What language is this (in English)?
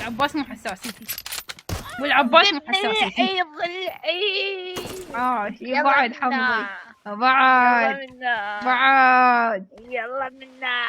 Mesopotamian Arabic